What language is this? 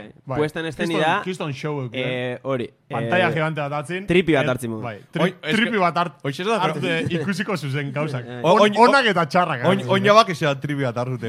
Basque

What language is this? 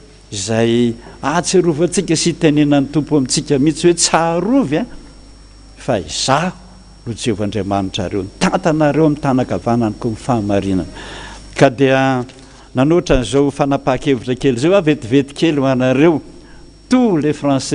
Malagasy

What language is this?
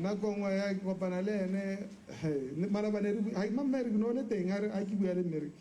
Tswana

